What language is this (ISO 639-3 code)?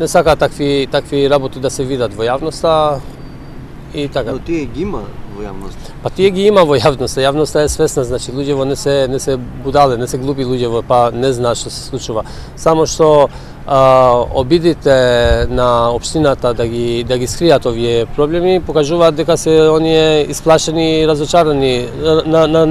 mkd